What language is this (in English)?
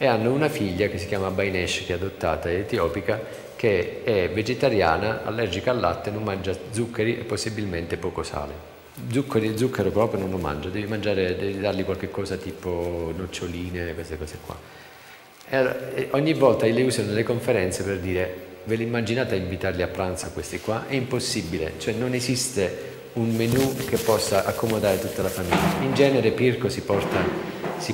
Italian